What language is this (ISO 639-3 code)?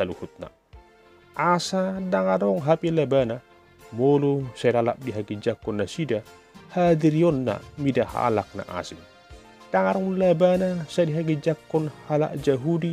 bbc